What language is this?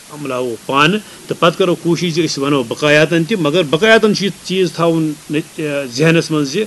Kashmiri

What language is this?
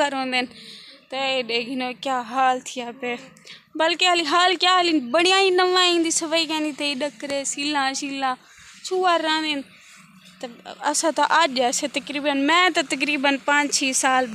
Saraiki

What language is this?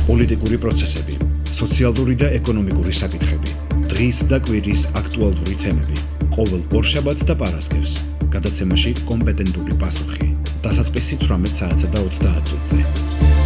Georgian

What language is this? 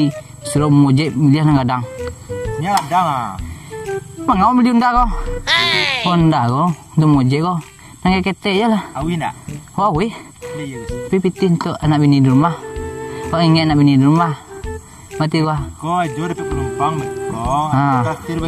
Minangkabau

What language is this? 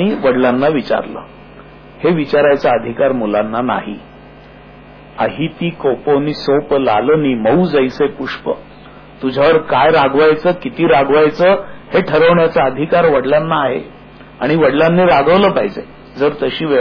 Marathi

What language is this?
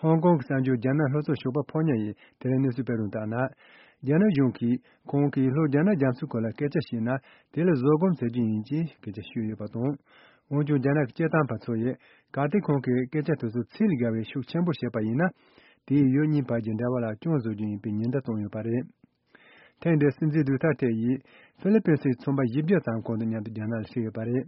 Tibetan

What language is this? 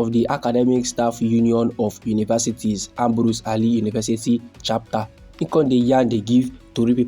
Nigerian Pidgin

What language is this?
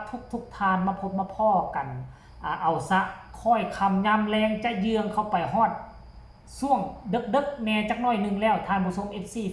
Northeastern Thai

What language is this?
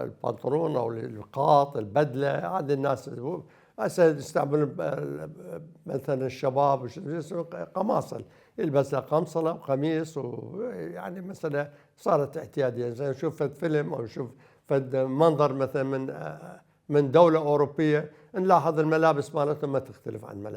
Mesopotamian Arabic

